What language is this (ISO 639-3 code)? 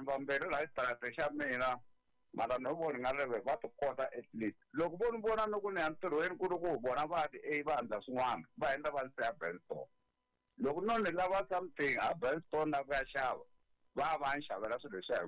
tso